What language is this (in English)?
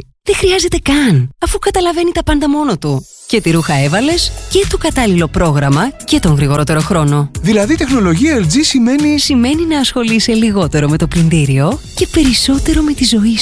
Greek